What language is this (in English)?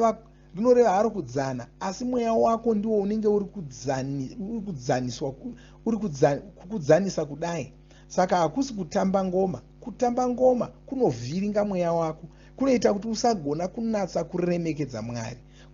Shona